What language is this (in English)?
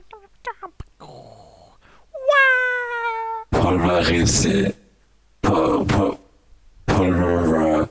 Danish